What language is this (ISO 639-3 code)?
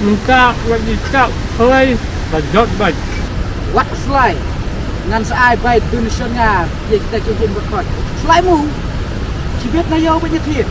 kha